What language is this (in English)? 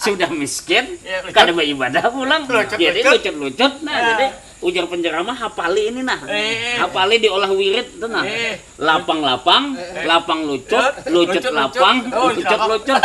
Banjar